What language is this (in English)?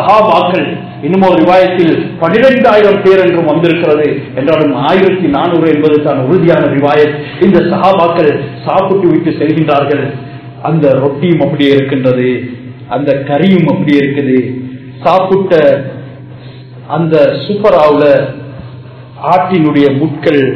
Tamil